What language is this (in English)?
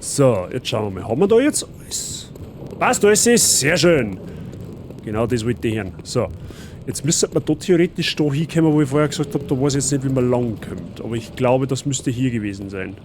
Bavarian